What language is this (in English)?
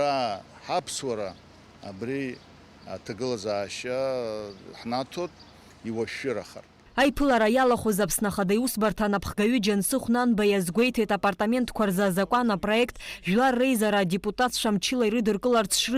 Abkhazian